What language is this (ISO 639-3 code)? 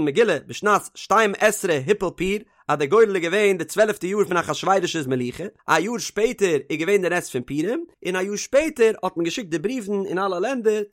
yid